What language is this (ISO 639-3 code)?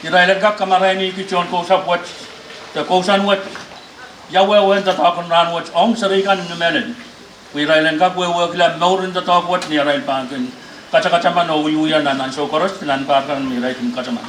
pon